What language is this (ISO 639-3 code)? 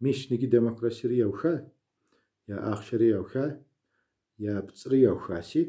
kbd